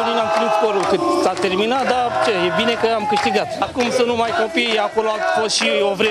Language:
Romanian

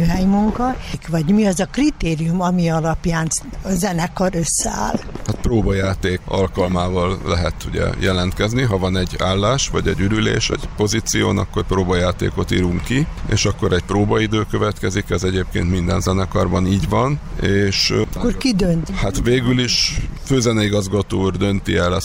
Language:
Hungarian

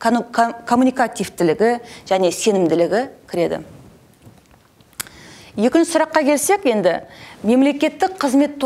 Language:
Kazakh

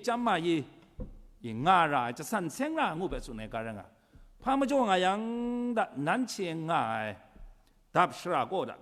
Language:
Kachin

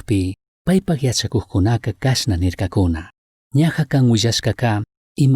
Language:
Chimborazo Highland Quichua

